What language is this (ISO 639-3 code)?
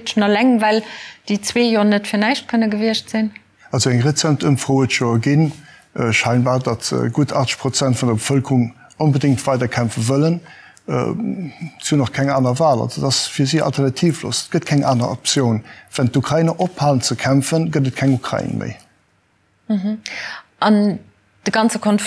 ltz